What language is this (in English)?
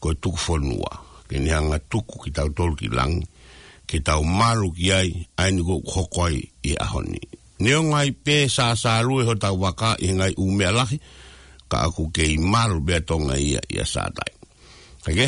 Tongan